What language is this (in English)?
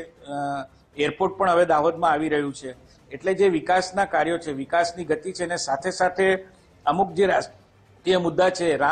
Gujarati